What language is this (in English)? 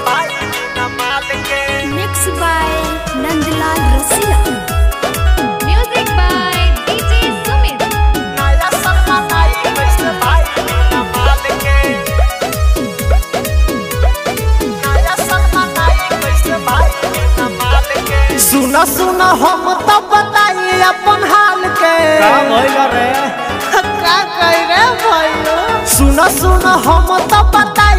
Bhojpuri